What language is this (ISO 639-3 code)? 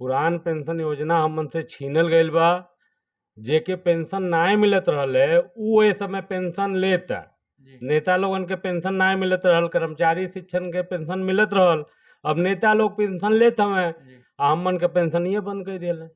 bho